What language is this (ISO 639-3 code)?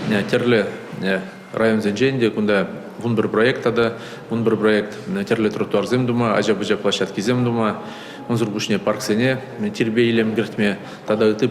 chv